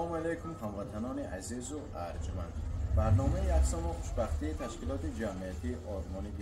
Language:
Tajik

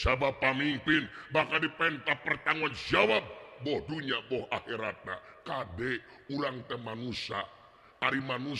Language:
Sundanese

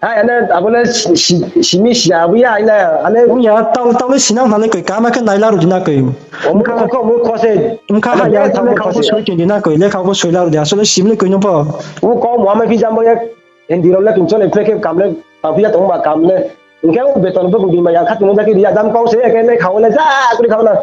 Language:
Riang (India)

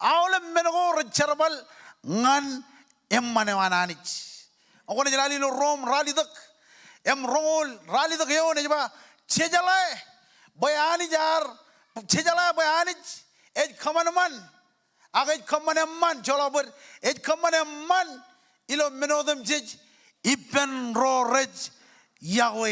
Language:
Marshallese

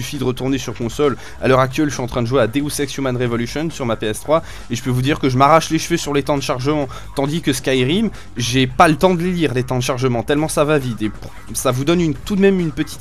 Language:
French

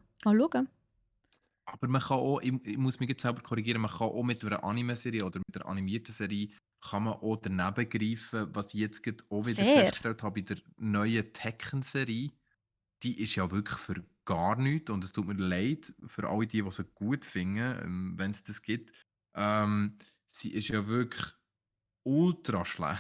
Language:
Swiss German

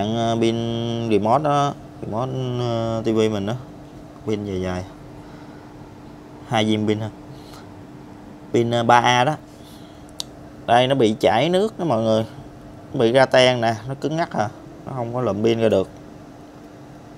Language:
Vietnamese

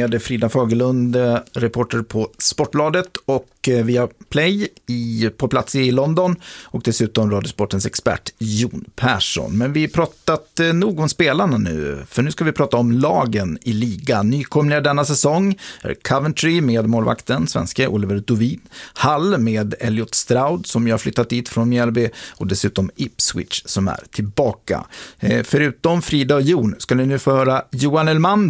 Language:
Swedish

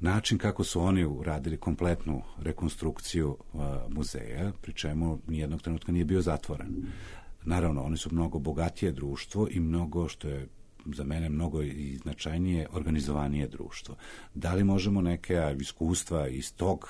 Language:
Serbian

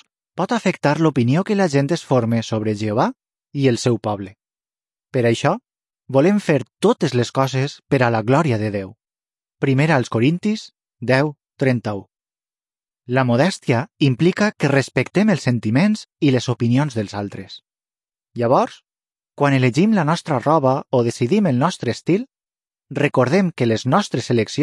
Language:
Catalan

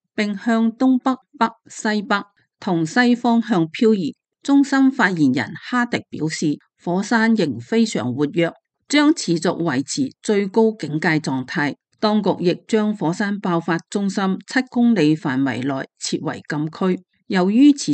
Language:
Cantonese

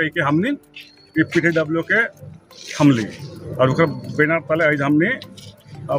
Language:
Sadri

